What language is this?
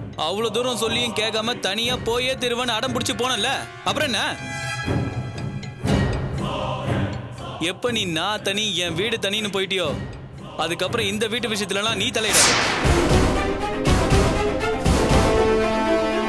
Tamil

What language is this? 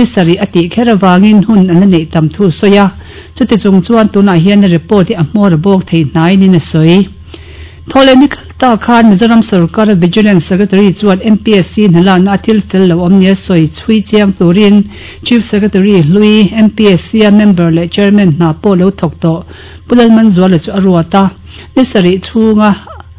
Mizo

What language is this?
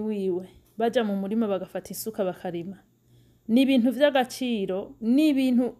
Rundi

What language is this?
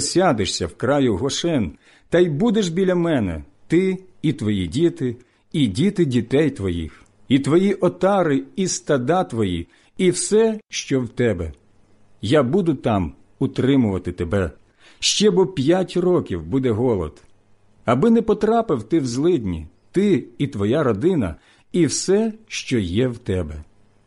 Ukrainian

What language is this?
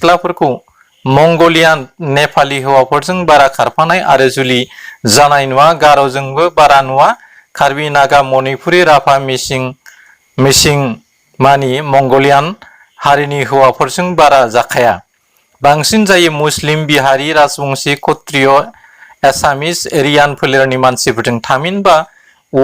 Bodo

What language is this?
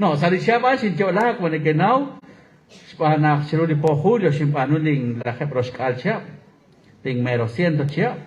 Kekchí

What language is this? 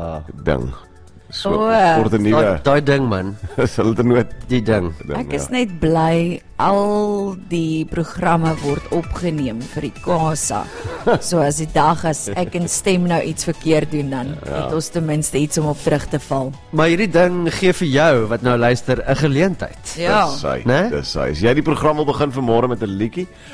Afrikaans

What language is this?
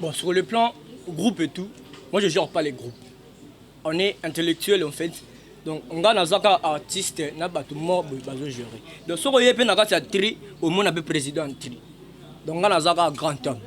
Lingala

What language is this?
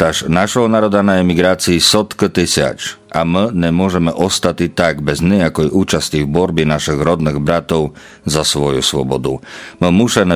Rusyn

